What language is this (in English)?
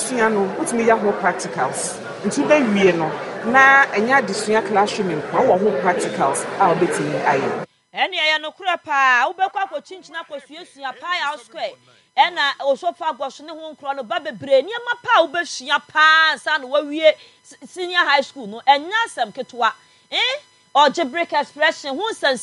Akan